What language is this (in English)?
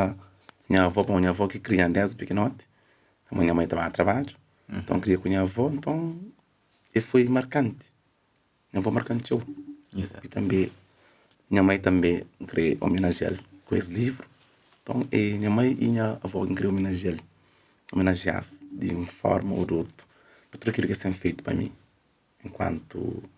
Kabuverdianu